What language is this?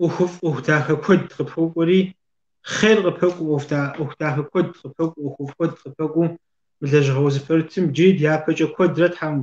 Kabardian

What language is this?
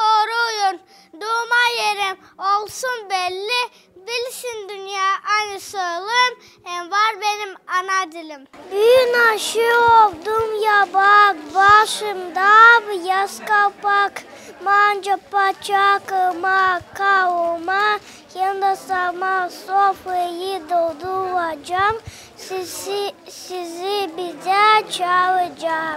Gagauz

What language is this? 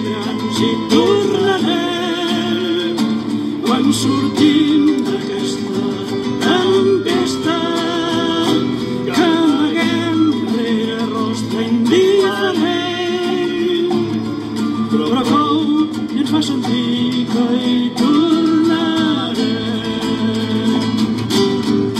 Catalan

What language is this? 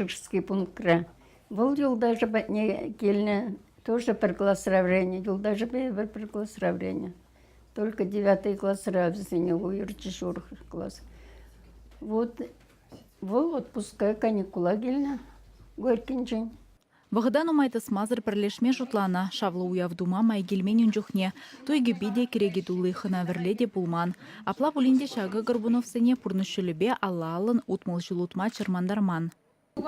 Chuvash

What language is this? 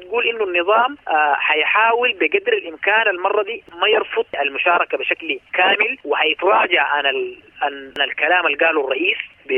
Sudanese Arabic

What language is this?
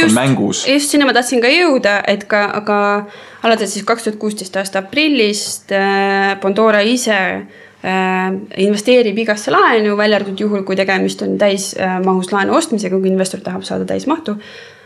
Estonian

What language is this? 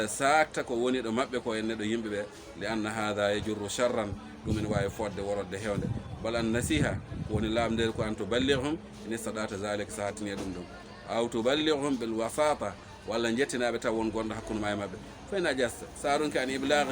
Fula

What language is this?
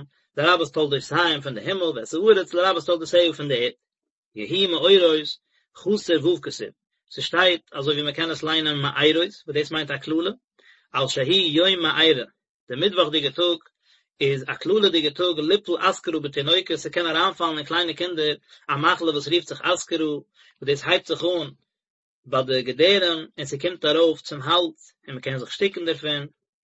Yiddish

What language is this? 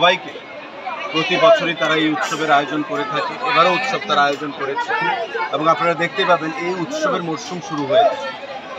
Bangla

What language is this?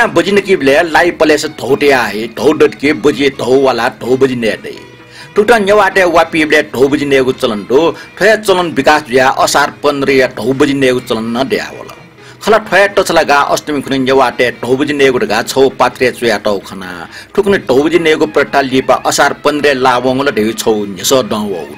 Newari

